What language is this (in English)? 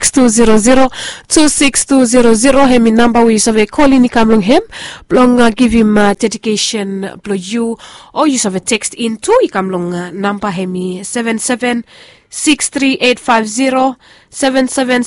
Bislama